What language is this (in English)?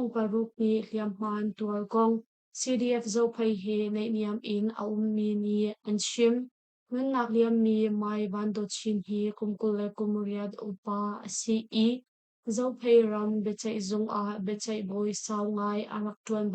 Hakha Chin